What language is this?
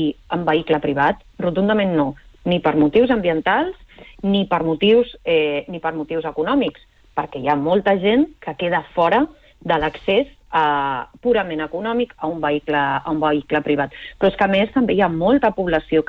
Catalan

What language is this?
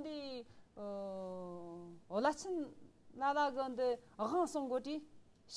Tibetan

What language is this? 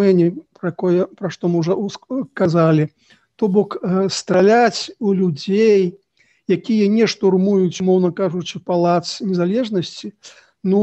Belarusian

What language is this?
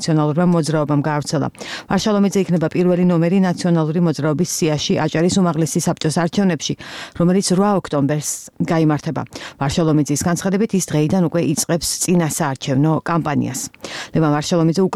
Georgian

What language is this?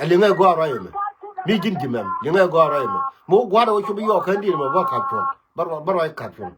Nuer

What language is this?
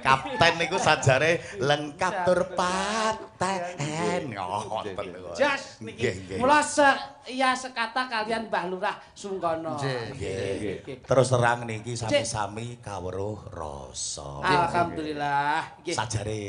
Javanese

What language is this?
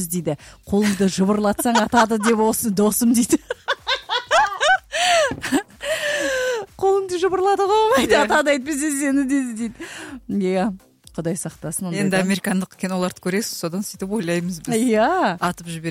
Kazakh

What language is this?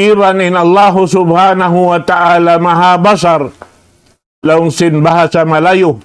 Tausug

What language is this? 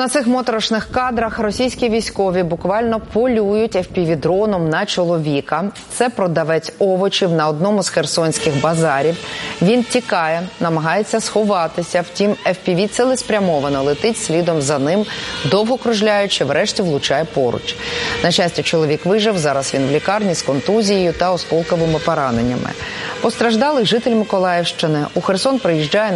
Ukrainian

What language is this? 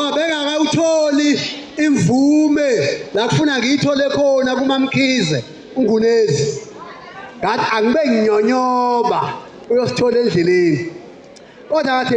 Zulu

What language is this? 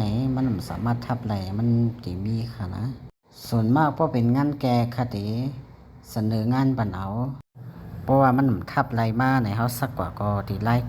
Shan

